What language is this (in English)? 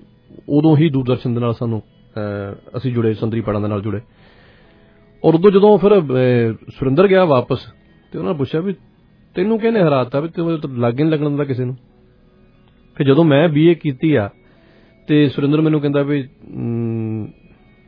Punjabi